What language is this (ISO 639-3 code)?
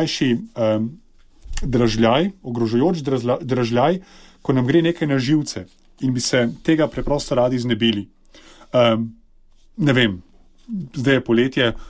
slv